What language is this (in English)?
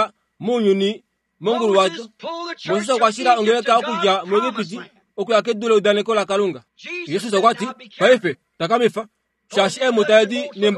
Kuanyama